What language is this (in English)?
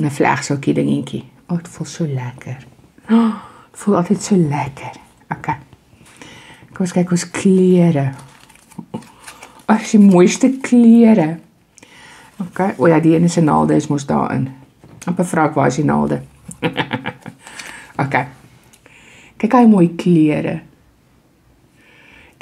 Afrikaans